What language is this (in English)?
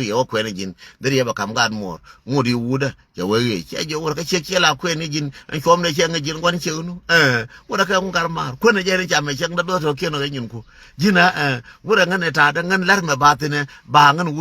Nuer